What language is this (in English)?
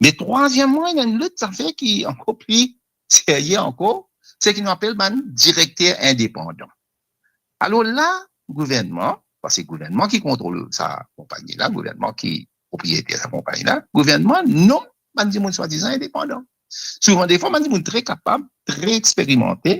Morisyen